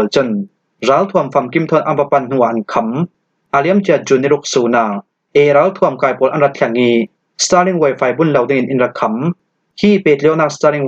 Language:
Falam Chin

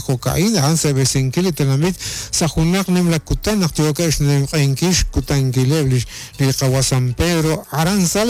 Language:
Kekchí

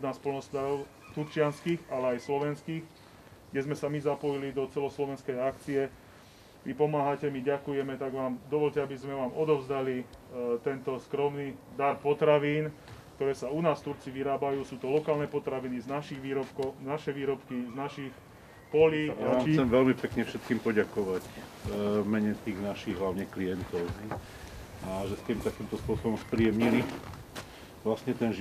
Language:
Slovak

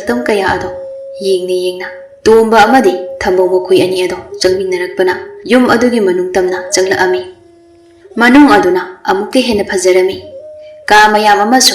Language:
Manipuri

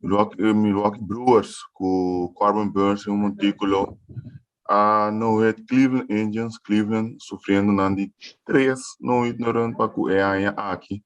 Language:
Papiamento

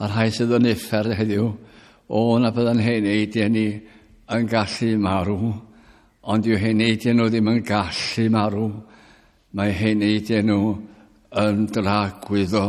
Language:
Welsh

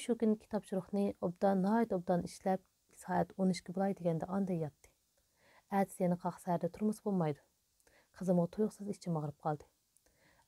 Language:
Uyghur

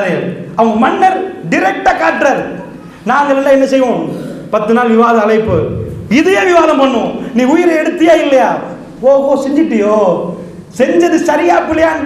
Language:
Tamil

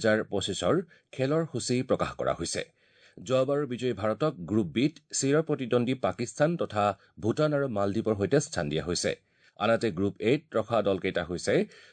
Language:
Assamese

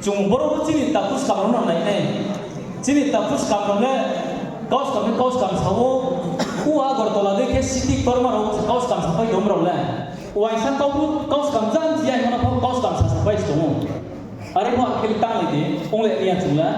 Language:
Riang (India)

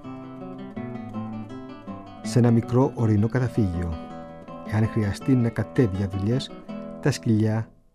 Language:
Greek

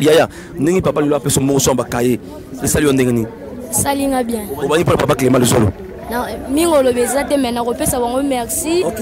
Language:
Lingala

